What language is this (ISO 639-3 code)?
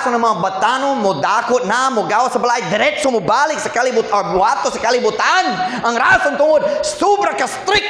ceb